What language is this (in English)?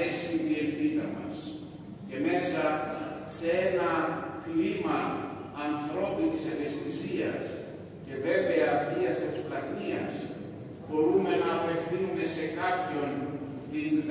Greek